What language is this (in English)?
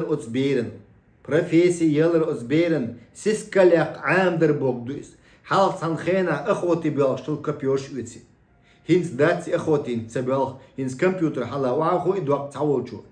Chechen